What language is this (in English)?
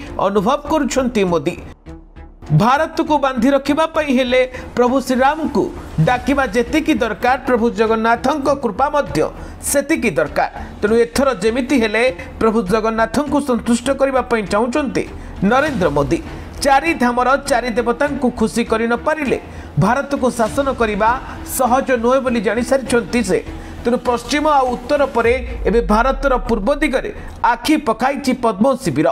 Odia